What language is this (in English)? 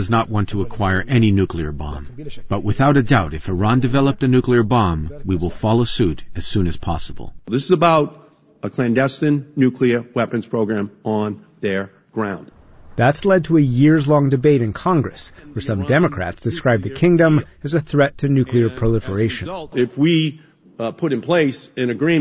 English